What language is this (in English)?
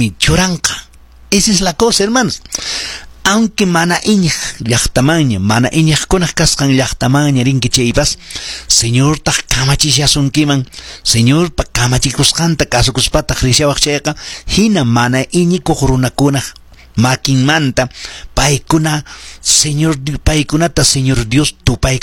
Quechua